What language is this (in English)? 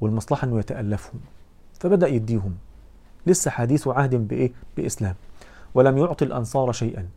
Egyptian Arabic